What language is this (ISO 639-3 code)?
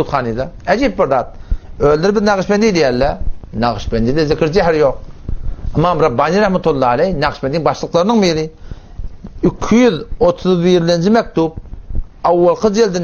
tuk